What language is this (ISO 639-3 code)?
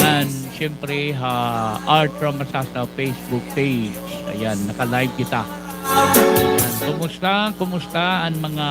war